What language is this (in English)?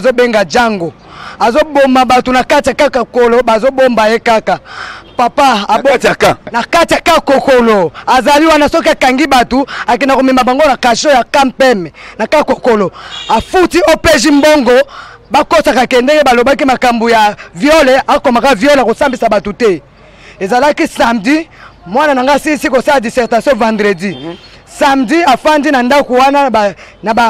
Lingala